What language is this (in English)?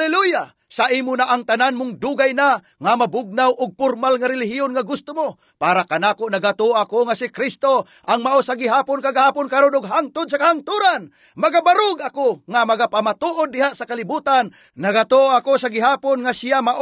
Cebuano